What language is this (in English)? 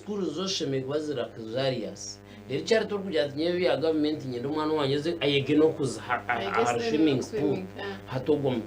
Nyankole